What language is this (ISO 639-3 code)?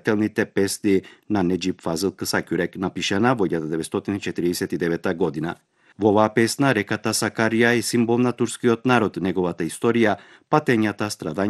mkd